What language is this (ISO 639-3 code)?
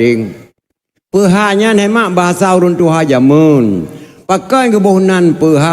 ace